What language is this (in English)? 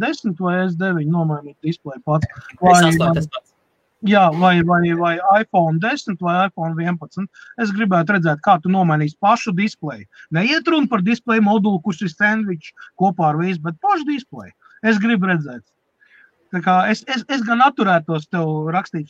Latvian